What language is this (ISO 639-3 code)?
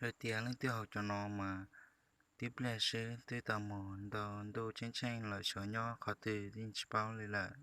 hmn